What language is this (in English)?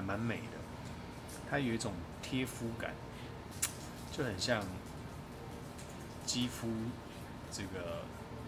Chinese